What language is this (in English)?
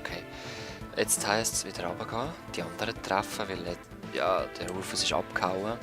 Swiss German